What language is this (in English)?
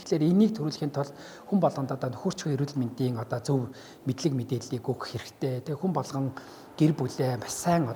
Mongolian